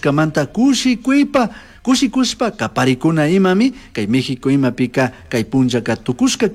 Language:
Chimborazo Highland Quichua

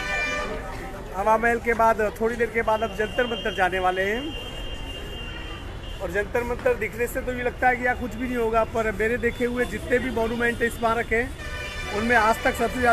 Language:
Hindi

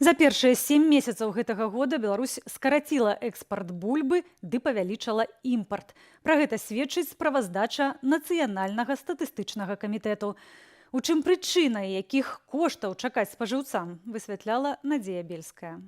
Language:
Belarusian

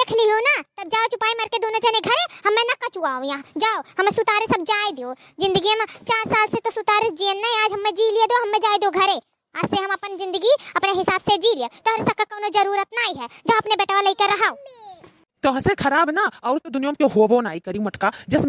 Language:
Awadhi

